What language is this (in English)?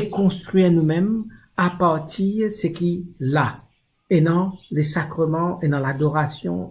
Morisyen